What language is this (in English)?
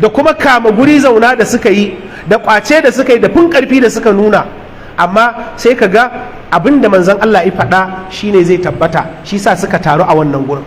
Hausa